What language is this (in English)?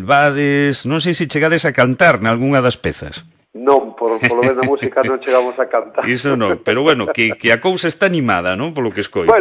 Galician